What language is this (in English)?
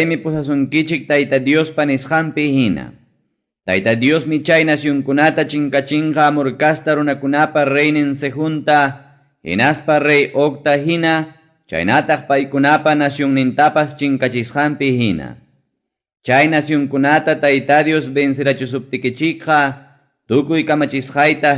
Ayacucho Quechua